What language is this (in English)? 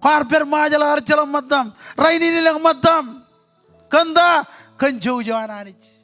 Marshallese